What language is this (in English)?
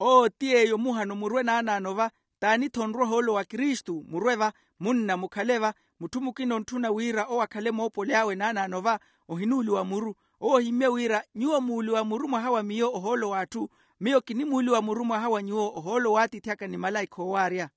Makhuwa